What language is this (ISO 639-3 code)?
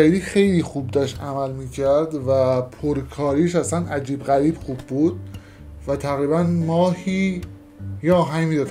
fas